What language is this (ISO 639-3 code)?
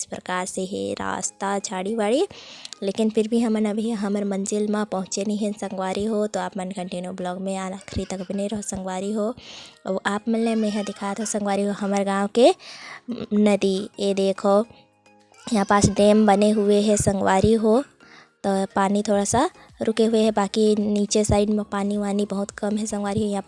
hne